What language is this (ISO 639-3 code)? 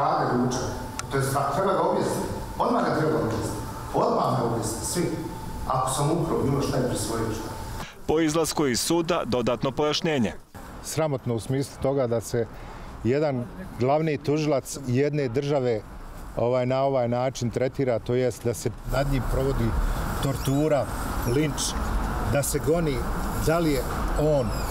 bos